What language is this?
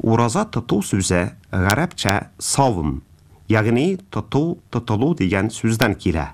Tatar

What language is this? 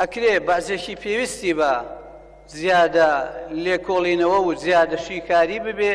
Central Kurdish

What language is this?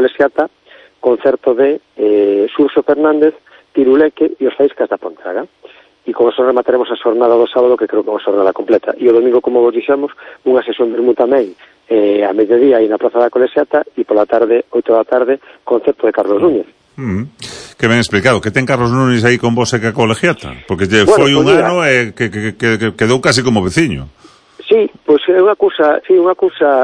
Galician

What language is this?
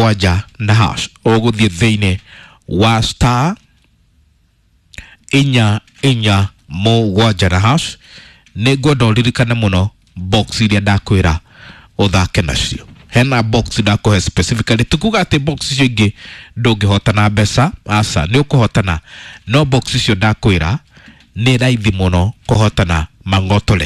Kikuyu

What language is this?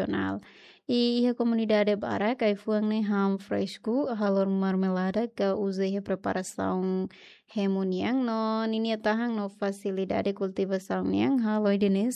Tetum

